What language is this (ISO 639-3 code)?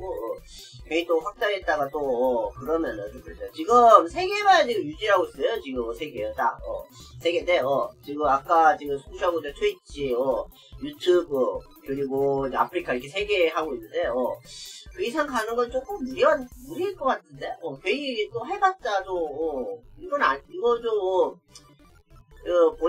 kor